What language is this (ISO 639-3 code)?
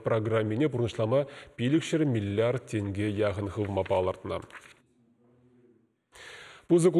chv